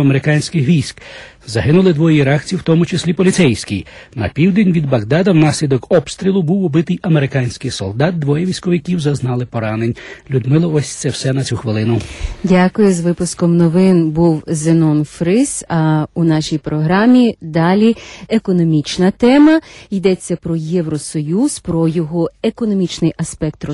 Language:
Ukrainian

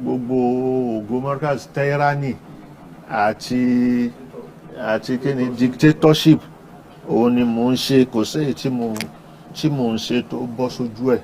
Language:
Yoruba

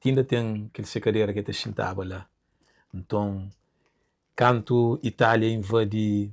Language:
Kabuverdianu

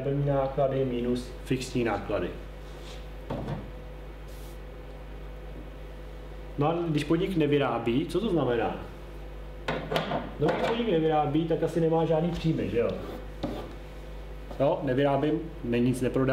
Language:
Czech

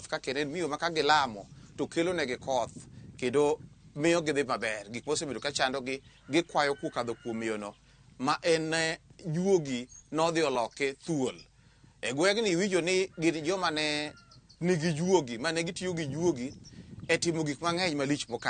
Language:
Luo (Kenya and Tanzania)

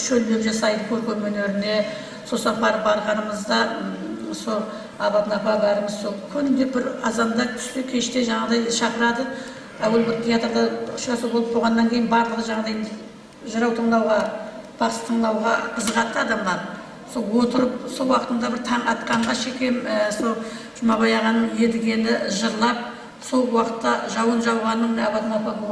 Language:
Kara-Kalpak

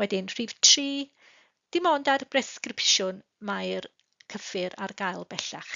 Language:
Welsh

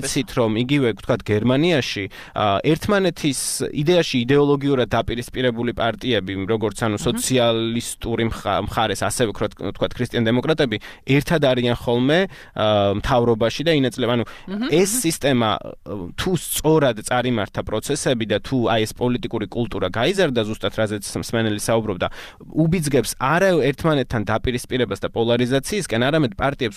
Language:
Georgian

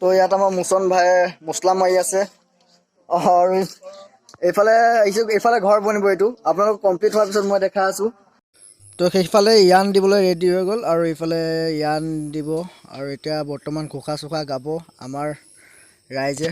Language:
Assamese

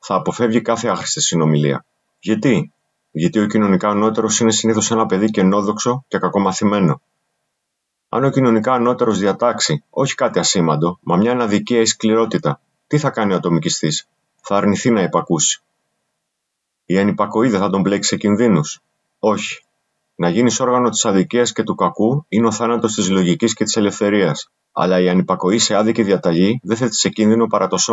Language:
Greek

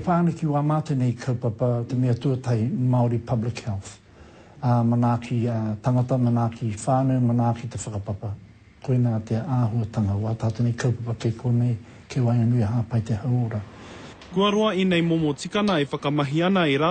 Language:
Māori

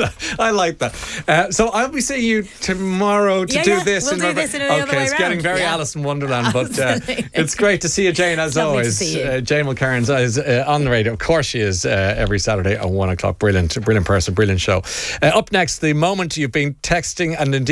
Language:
English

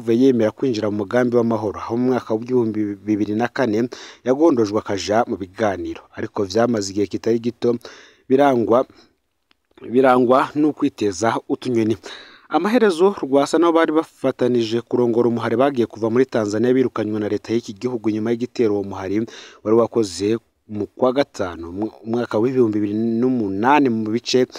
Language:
Rundi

